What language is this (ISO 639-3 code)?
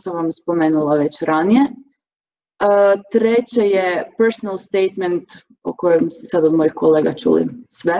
hrv